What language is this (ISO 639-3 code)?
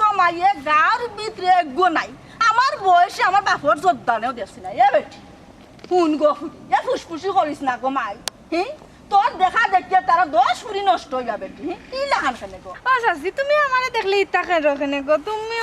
syl